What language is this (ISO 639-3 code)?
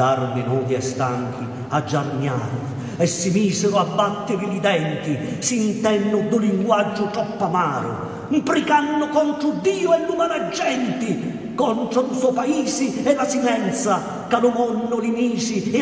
scn